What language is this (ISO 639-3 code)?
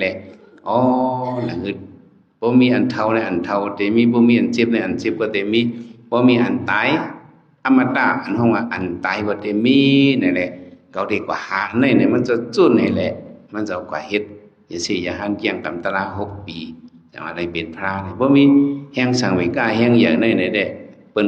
shn